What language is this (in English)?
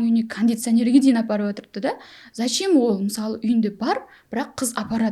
Kara-Kalpak